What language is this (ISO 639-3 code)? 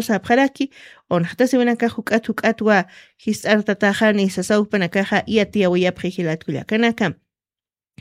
aym